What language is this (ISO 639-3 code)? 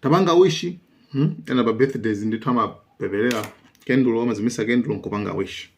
nya